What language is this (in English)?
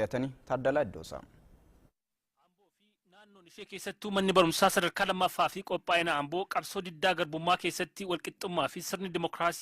Oromo